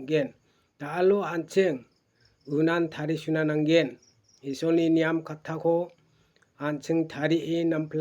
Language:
Garo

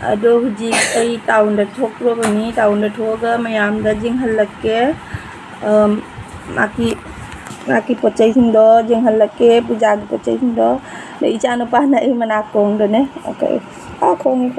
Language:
Manipuri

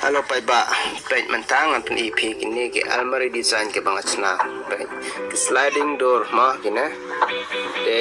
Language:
Khasi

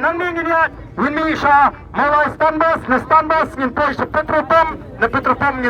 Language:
Khasi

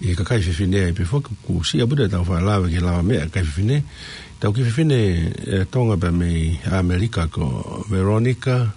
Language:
Tongan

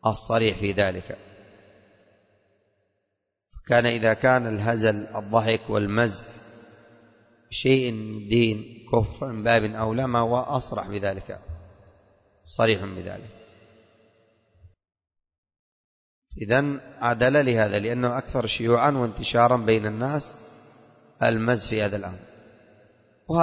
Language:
Arabic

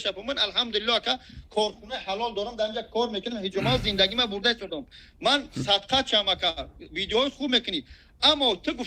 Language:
Tajik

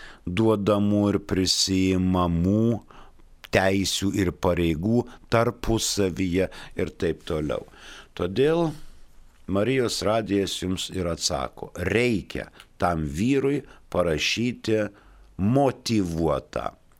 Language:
Lithuanian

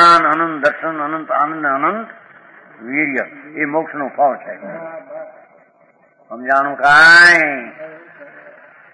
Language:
Gujarati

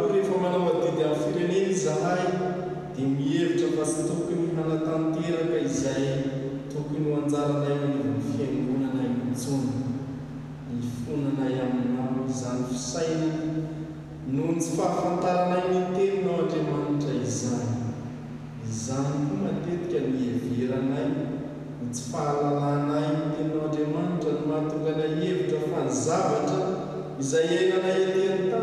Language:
Malagasy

